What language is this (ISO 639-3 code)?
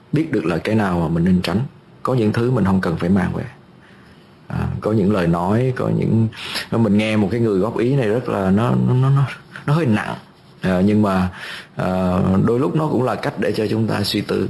vie